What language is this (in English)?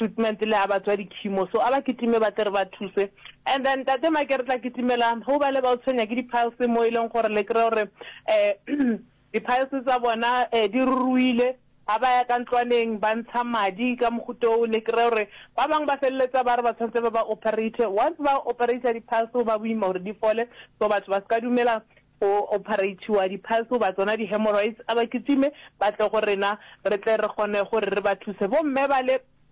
Northern Sotho